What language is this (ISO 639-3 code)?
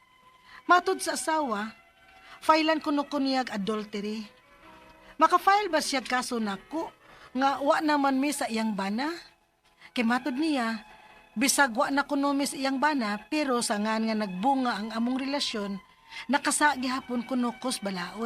ceb